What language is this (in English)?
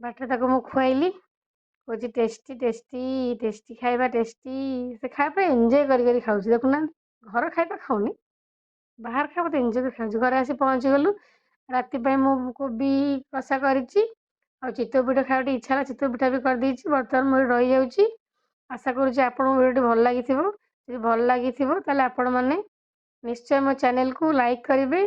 Odia